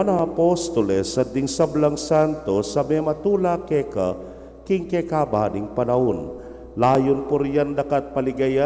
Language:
Pampanga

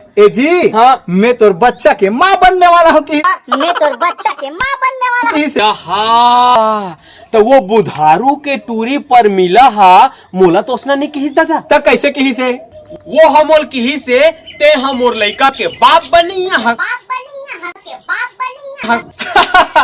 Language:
Chhattisgarhi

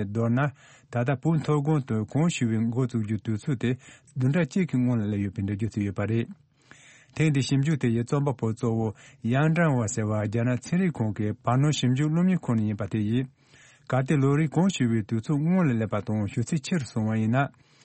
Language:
Tibetan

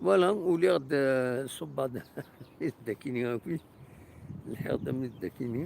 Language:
Kabyle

